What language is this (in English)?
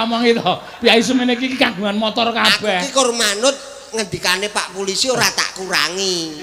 Javanese